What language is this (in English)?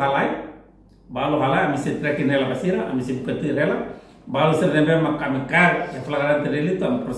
Tetum